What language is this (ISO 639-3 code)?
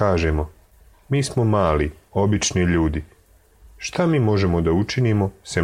srp